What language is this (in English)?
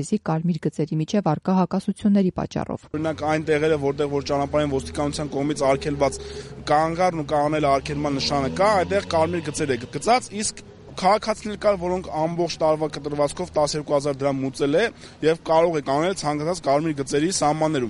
Armenian